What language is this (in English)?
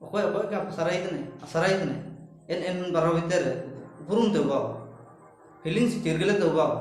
Ho